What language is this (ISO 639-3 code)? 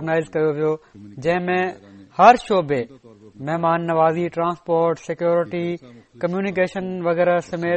snd